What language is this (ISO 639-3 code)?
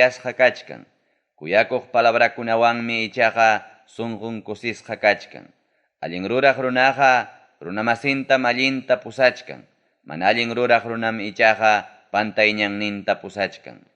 quy